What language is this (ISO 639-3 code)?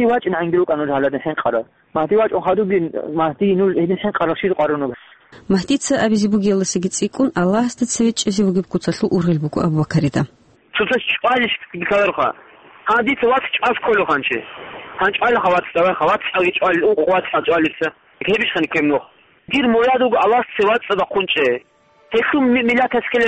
ava